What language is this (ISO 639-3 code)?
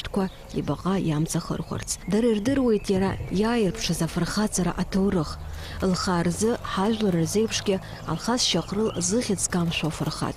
abk